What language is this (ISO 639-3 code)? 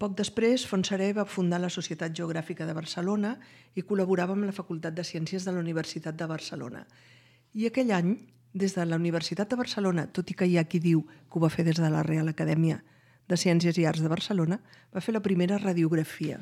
cat